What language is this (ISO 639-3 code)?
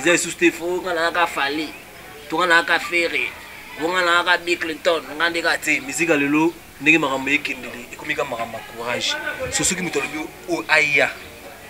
lin